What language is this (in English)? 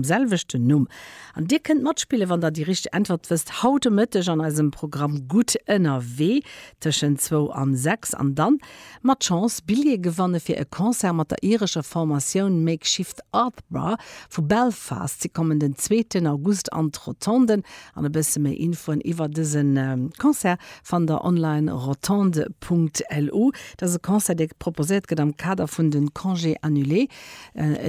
Luxembourgish